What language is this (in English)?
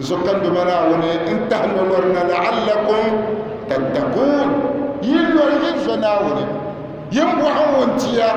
Dagbani